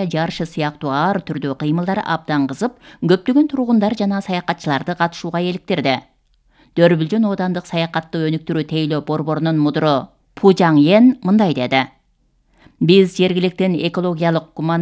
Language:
Kyrgyz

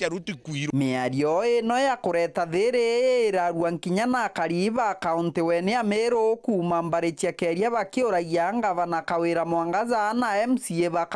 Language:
Meru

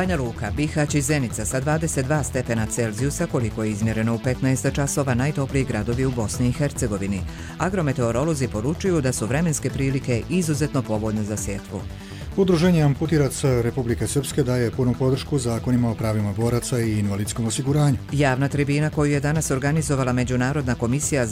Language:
Croatian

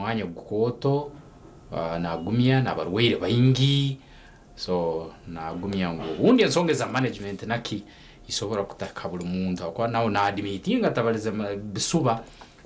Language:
Nyankole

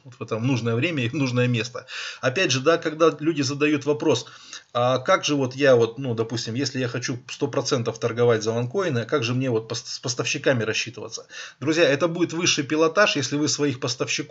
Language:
Russian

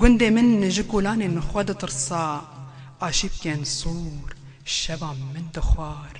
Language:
Kurdish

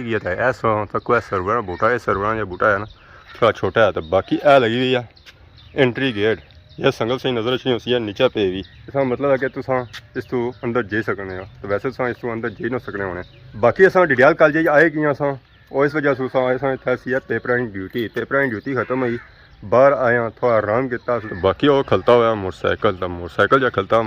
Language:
Pahari-Potwari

